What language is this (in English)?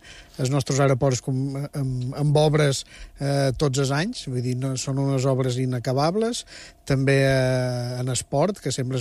Catalan